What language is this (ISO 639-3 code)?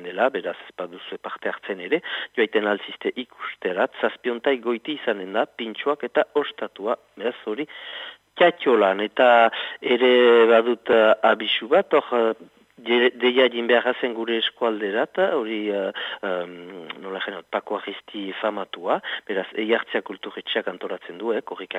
eus